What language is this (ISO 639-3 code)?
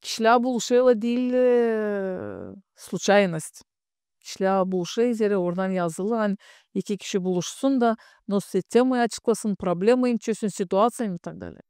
gag